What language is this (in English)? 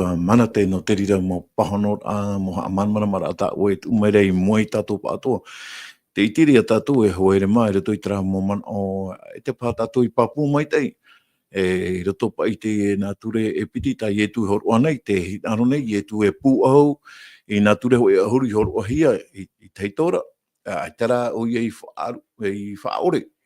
Tahitian